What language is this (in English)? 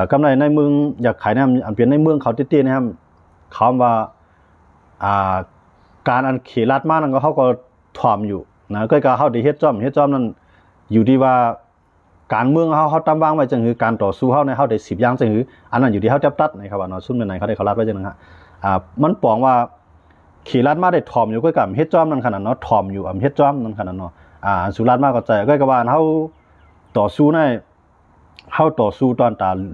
Shan